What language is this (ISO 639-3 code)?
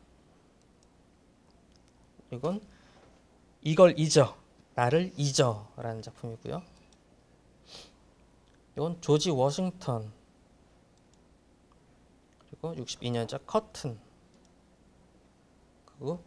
kor